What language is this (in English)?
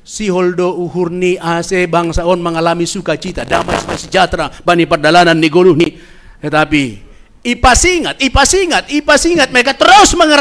Batak Simalungun